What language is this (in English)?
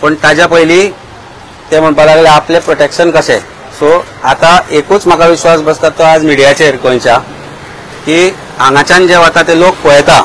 Konkani